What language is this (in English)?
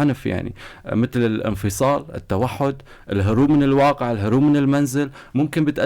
North Levantine Arabic